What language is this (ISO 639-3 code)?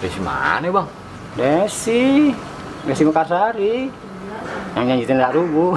bew